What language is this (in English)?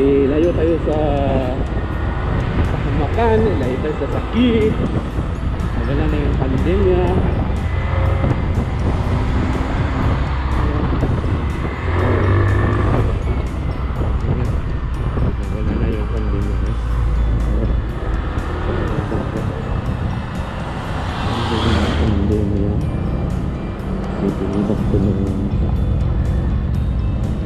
Filipino